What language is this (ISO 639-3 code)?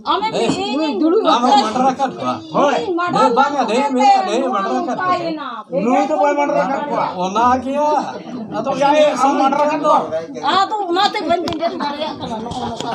sat